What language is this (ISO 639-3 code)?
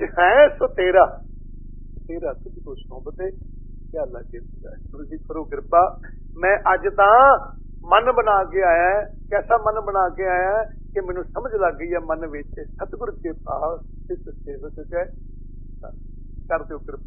pan